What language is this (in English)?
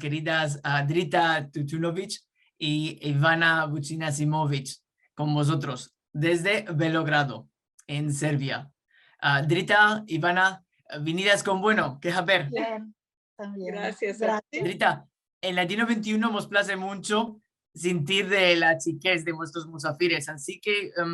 Ladino